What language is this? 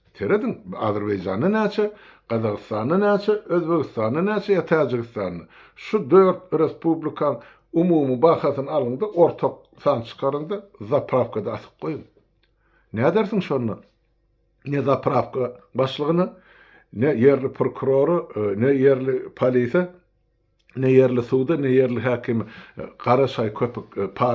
Turkmen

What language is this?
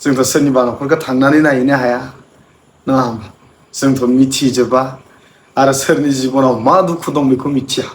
Bodo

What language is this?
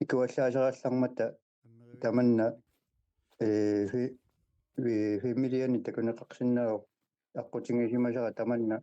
Kalaallisut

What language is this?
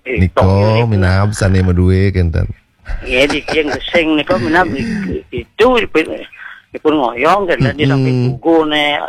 Balinese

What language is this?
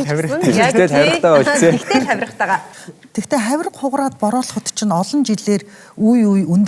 Mongolian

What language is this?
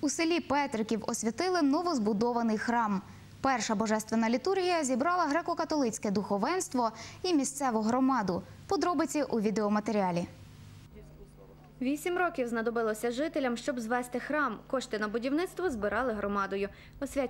Ukrainian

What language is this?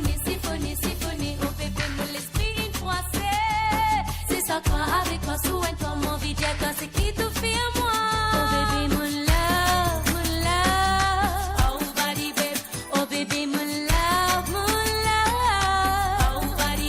Morisyen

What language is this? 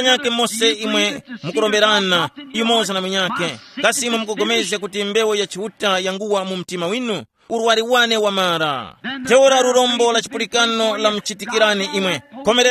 Tumbuka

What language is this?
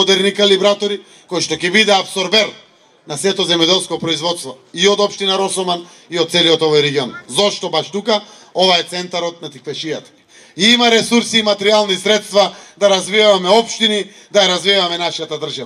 Macedonian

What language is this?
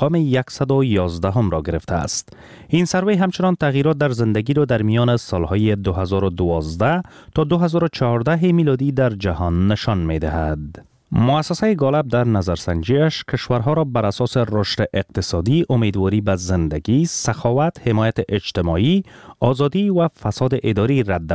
Persian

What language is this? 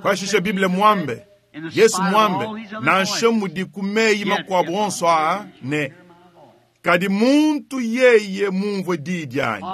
Luba-Lulua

